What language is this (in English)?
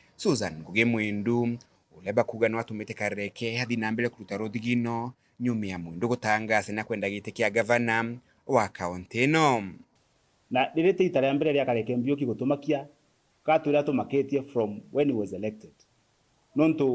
Meru